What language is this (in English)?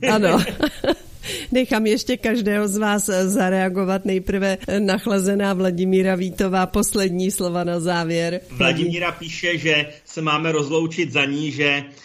Czech